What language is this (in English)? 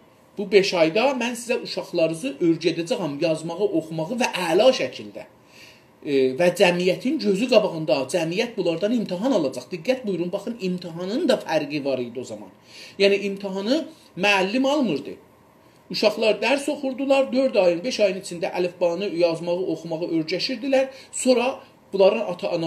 South Azerbaijani